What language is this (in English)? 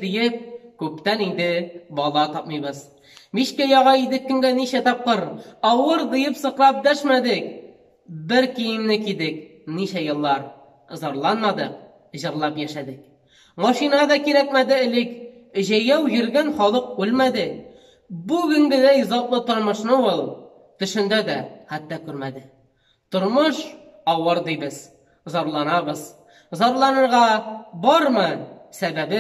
Tatar